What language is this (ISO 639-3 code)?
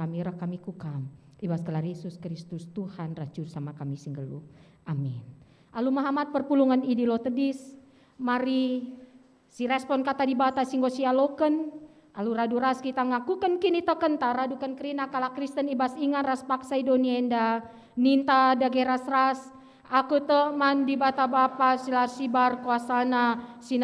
btx